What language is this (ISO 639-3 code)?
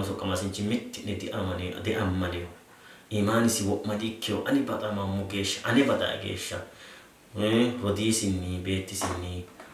sid